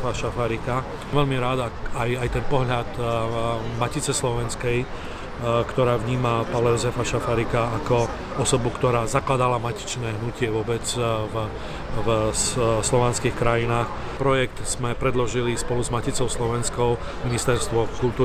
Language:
Slovak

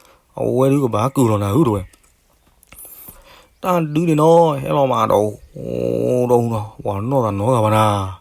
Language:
S'gaw Karen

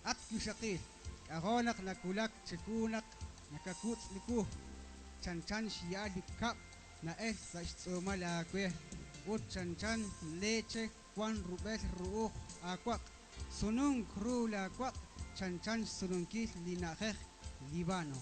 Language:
Kekchí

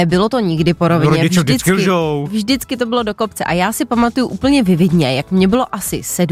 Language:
Czech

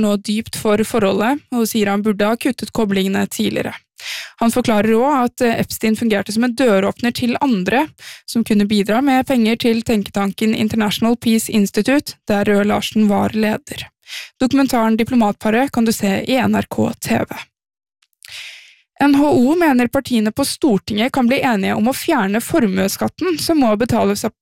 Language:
Norwegian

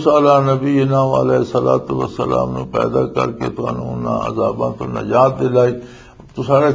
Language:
Western Panjabi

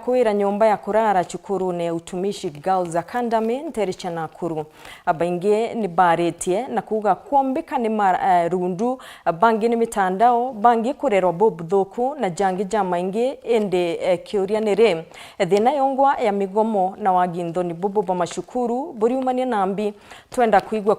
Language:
Meru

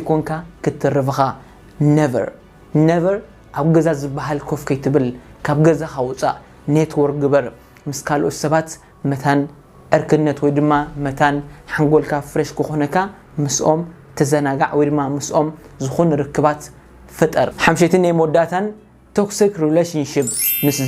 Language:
Tigrinya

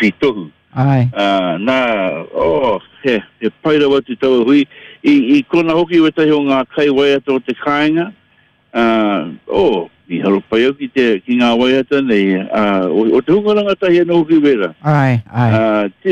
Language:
Māori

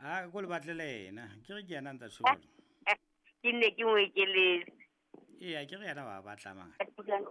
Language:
Southern Sotho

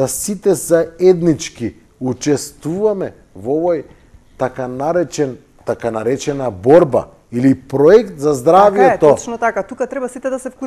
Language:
Macedonian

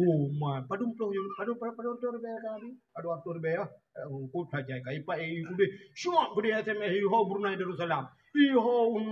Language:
Achinese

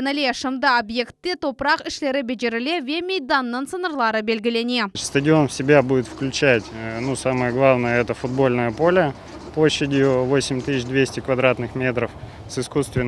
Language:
Crimean Tatar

